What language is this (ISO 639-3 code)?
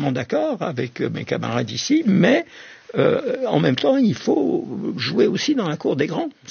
fra